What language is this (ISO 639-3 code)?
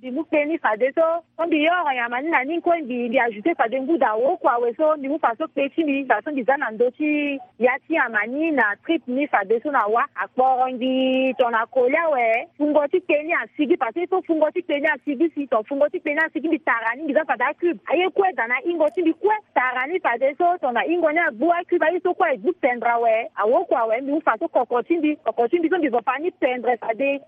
sag